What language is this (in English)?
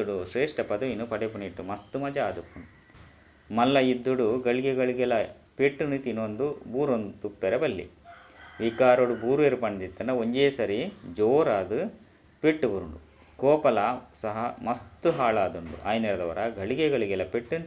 Tulu